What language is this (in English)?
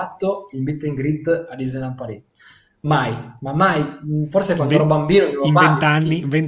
Italian